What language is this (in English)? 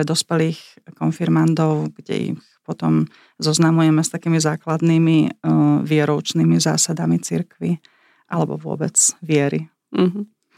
Slovak